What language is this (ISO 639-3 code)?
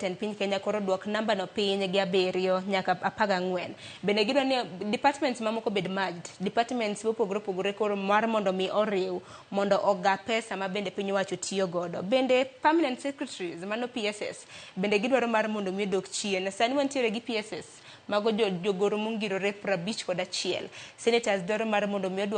luo